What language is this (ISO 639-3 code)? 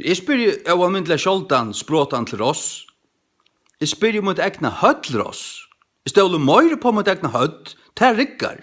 fao